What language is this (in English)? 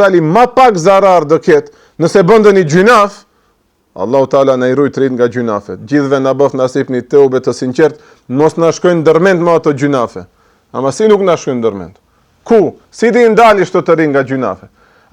Albanian